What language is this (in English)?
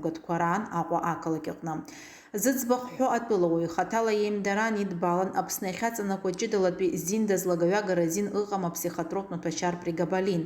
Abkhazian